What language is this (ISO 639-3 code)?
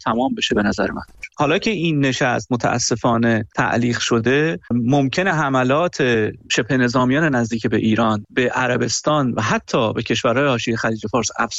fas